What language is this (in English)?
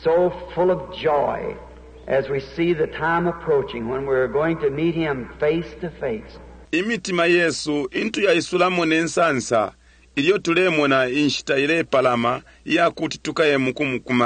Bemba